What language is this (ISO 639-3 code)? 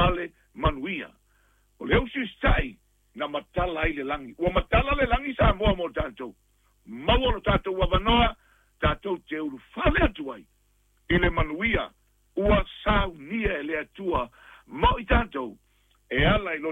smo